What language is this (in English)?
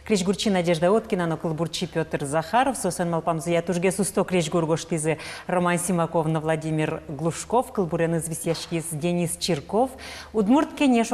Udmurt